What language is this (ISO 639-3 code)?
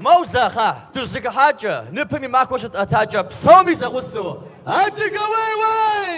kbd